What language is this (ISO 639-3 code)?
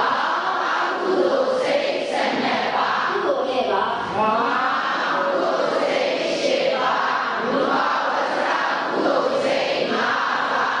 mya